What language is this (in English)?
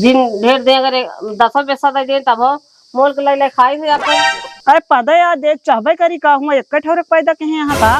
Awadhi